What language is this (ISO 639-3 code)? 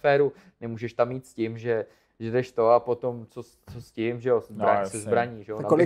ces